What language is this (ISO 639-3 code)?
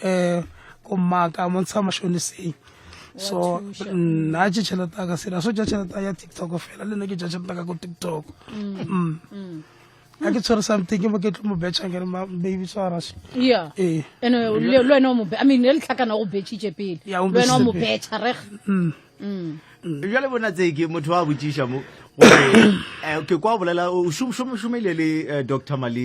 nso